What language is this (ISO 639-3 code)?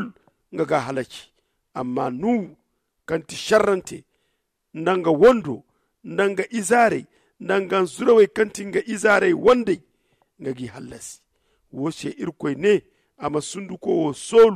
dje